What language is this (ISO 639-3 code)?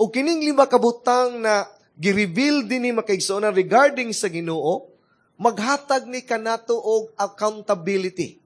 ceb